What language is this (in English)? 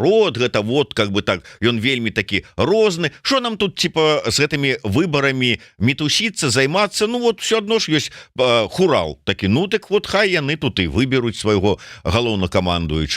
Belarusian